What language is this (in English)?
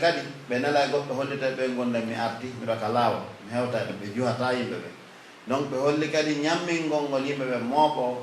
Pular